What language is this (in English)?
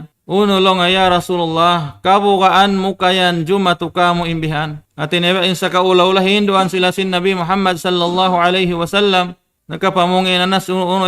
Tausug